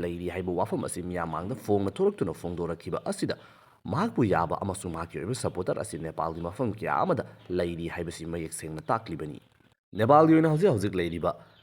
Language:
Manipuri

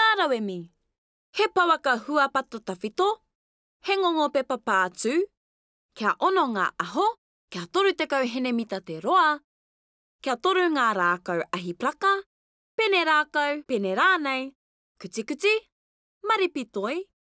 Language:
Māori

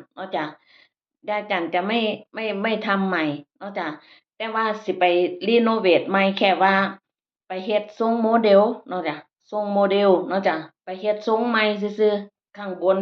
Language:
Northeastern Thai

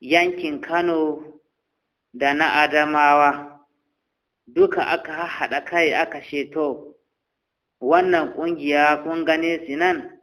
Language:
Hausa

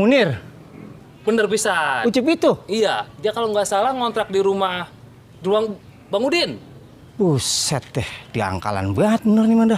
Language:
Betawi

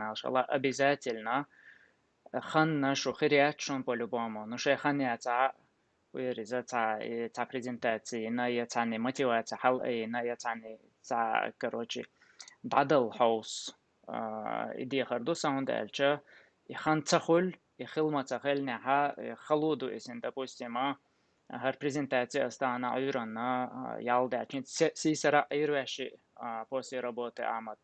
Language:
Chechen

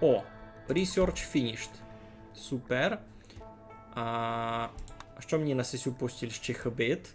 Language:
Rusyn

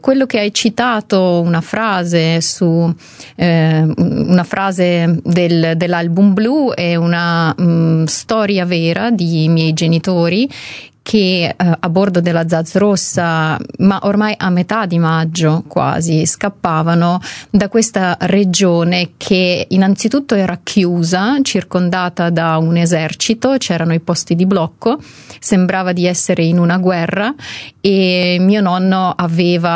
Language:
Italian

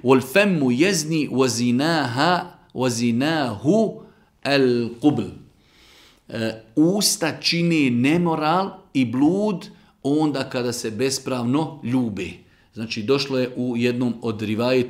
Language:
Bosnian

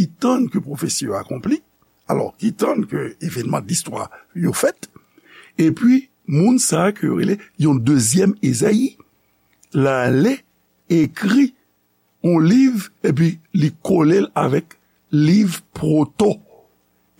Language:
Haitian Creole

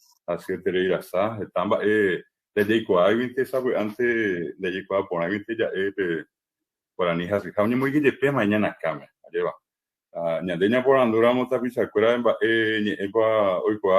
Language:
Guarani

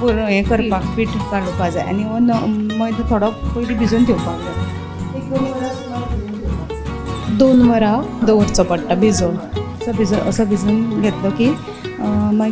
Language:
Konkani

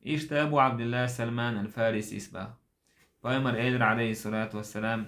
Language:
Chechen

